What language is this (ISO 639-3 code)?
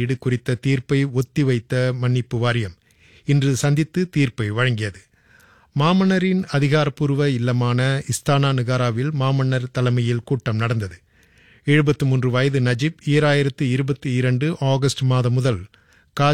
tam